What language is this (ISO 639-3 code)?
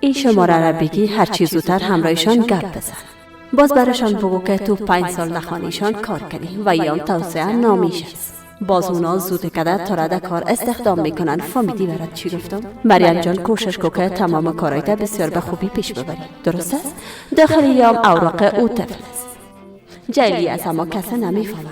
fas